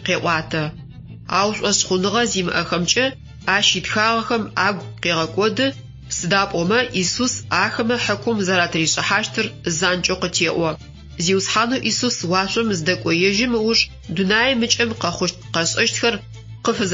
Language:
Adyghe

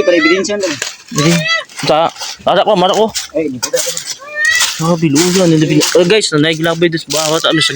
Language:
Cebuano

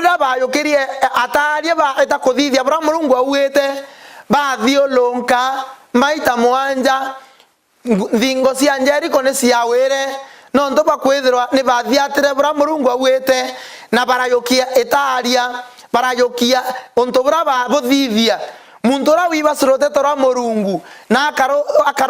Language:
Meru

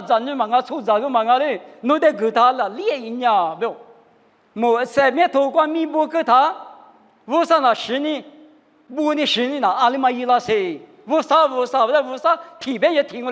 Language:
Lisu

